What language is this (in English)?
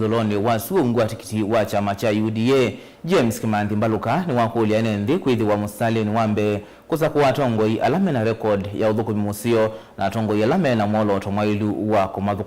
Kamba